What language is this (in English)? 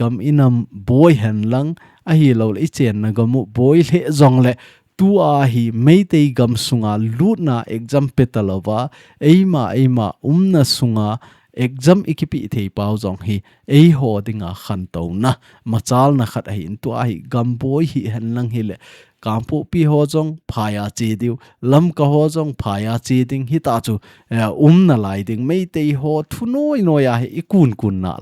Thado Chin